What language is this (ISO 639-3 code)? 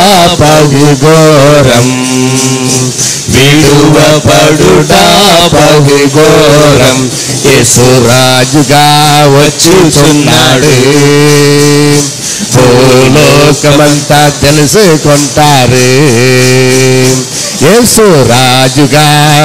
tel